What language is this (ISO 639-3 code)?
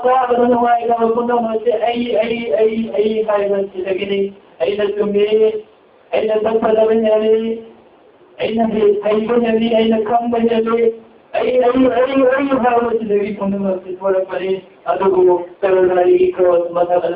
mni